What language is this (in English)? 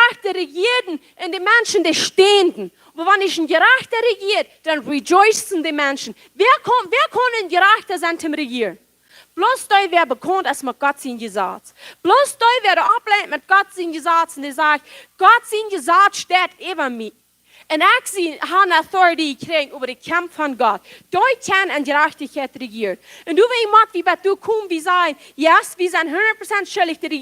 Plautdietsch